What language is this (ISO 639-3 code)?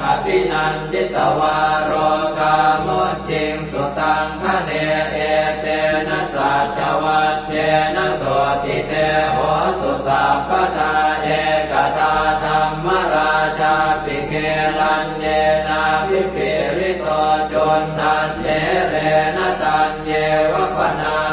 pli